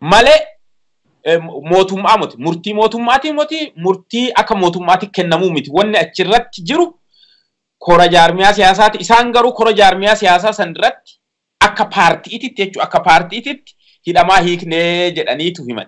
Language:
Oromo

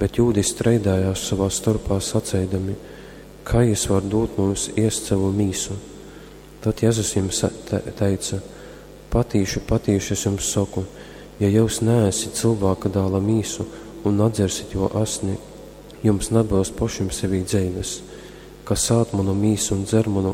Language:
Latgalian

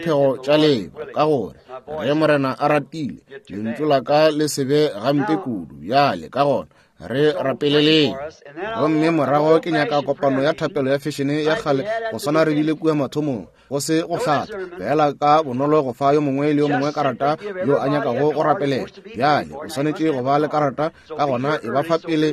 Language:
Northern Sotho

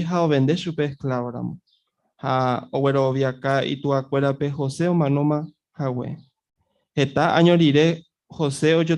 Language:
Guarani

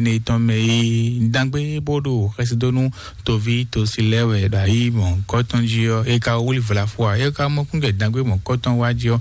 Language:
Fon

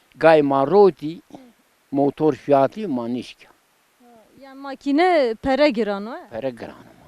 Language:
Zaza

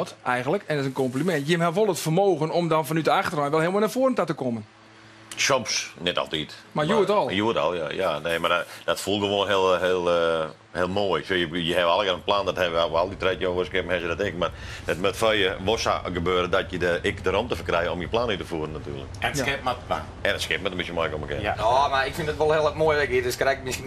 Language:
Western Frisian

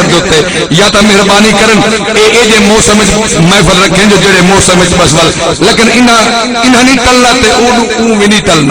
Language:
Saraiki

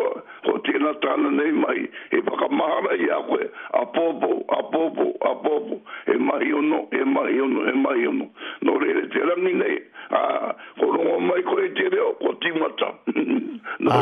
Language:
Māori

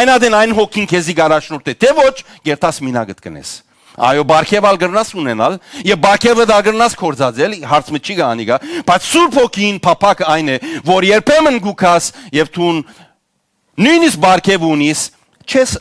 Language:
Western Armenian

